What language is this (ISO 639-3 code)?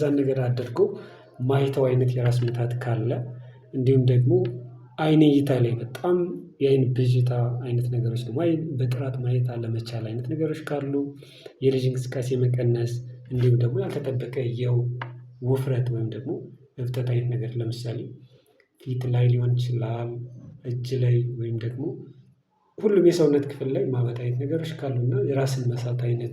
amh